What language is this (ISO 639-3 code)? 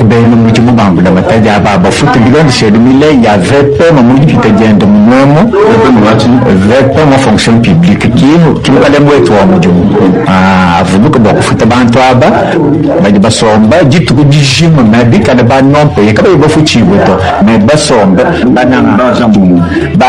lua